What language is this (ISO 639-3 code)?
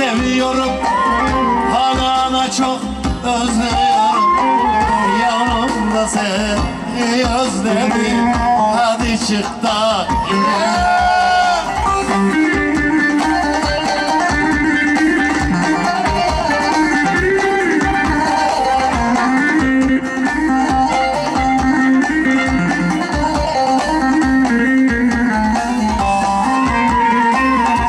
tur